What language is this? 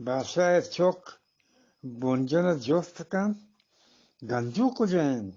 Eastern Balochi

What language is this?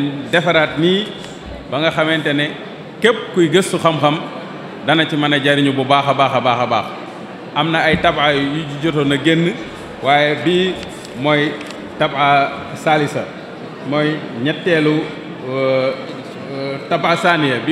Wolof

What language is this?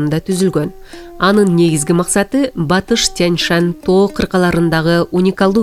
Kyrgyz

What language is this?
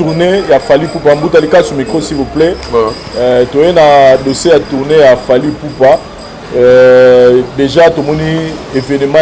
Lingala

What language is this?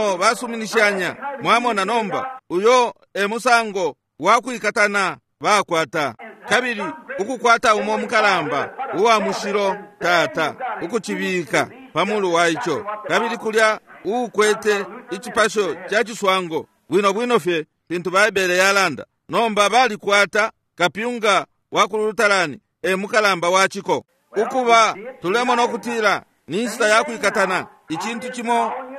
Bemba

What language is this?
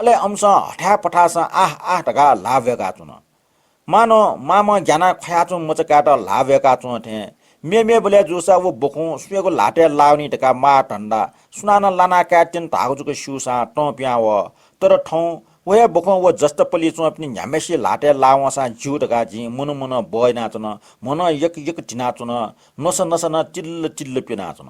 Newari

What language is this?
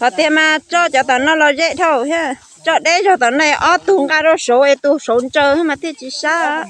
Hmong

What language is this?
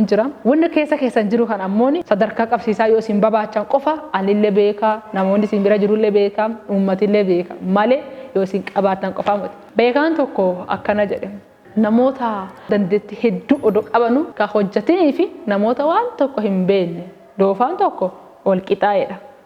Oromo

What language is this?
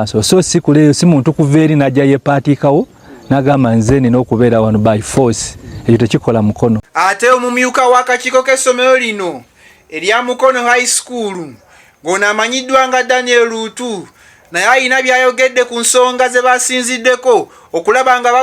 Ganda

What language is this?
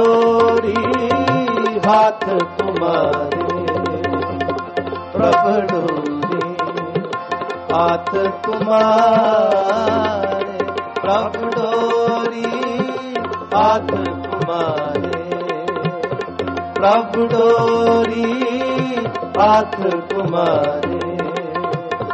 Punjabi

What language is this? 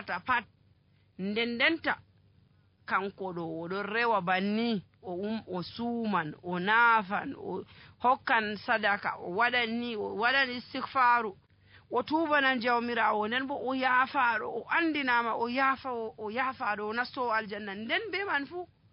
Nigerian Fulfulde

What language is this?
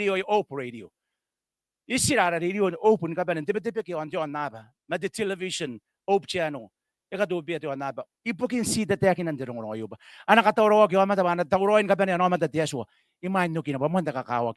Gilbertese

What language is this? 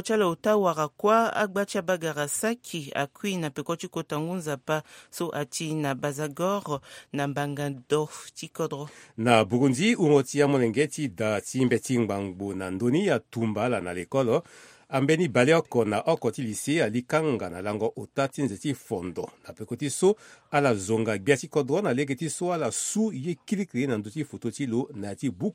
Sango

